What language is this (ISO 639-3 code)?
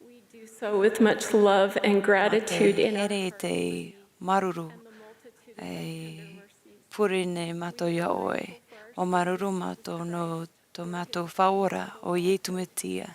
tah